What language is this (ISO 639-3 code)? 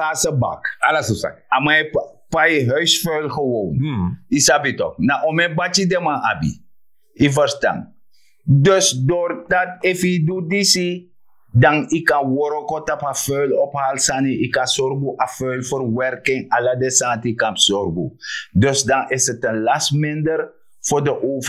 srn